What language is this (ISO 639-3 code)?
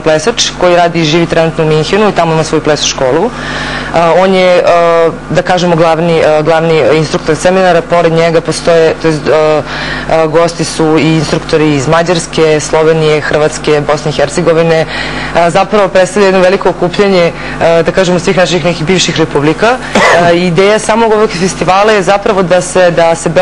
srp